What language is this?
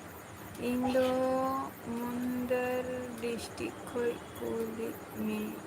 Santali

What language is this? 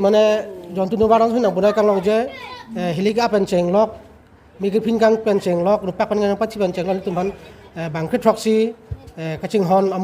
Karbi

